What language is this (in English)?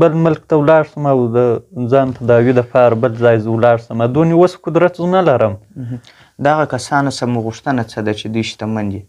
Pashto